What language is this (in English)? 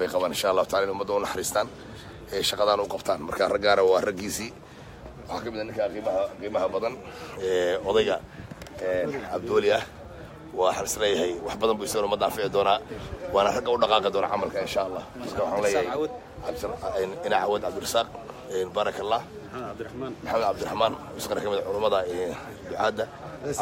Somali